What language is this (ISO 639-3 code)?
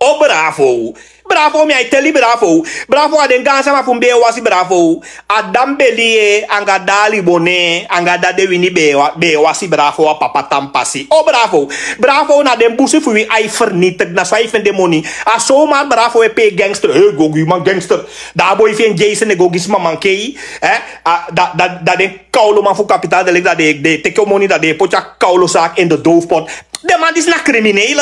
srn